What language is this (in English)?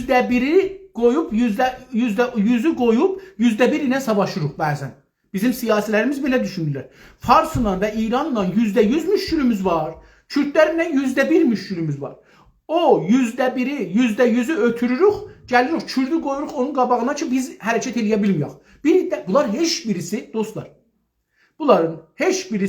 South Azerbaijani